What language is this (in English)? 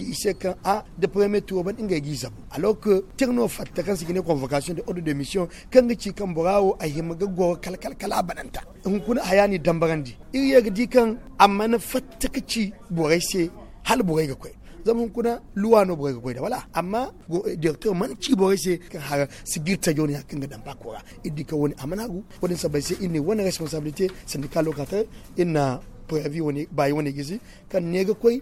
Zarma